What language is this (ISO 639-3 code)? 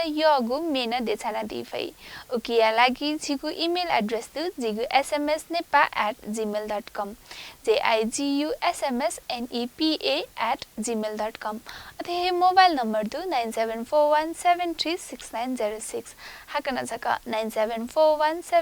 new